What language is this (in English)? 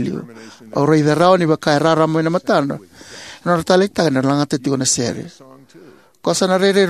Fijian